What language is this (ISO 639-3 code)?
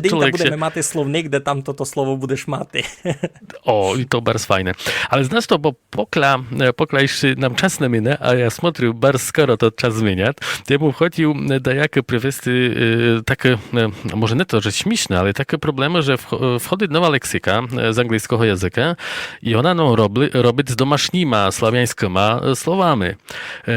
rue